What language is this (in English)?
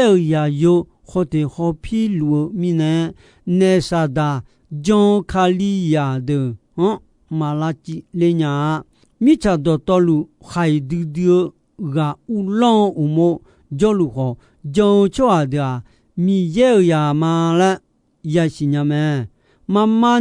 Akha